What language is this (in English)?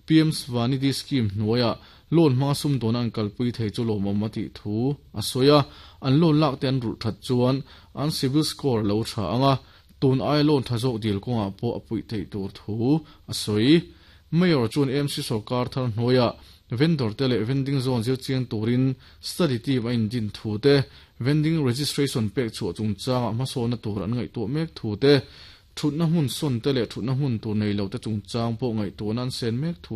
Mizo